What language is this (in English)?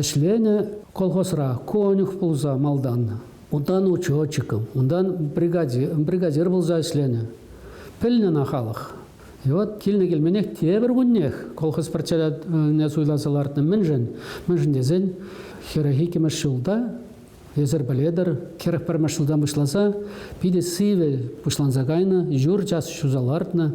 Chuvash